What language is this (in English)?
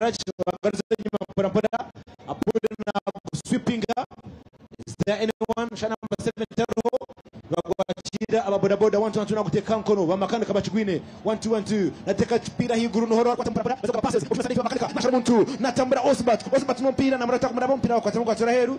Nyankole